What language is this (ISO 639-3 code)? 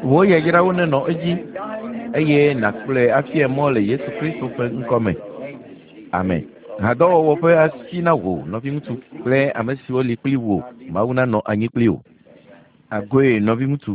ewe